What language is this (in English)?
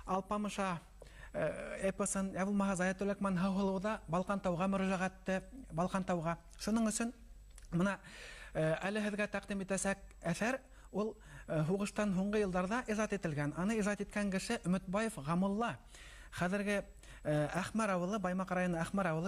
Bashkir